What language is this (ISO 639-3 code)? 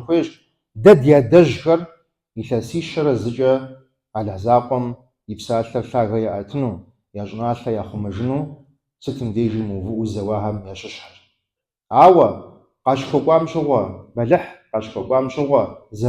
kbd